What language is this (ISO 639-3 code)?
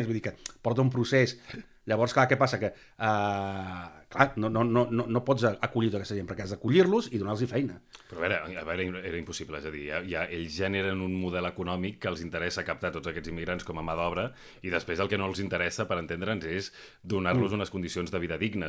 cat